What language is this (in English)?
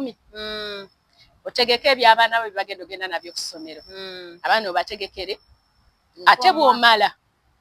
Ganda